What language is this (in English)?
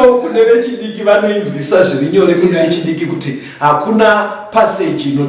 Shona